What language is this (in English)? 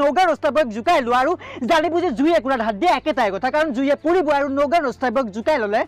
Assamese